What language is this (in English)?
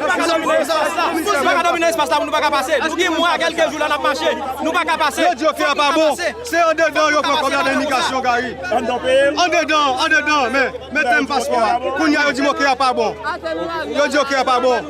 Haitian Creole